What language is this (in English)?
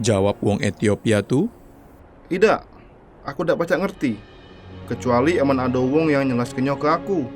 Musi